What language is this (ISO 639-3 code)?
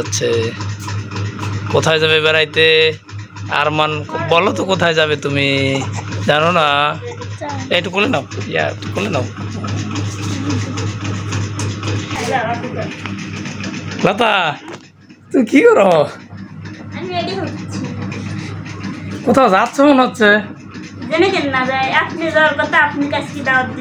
ben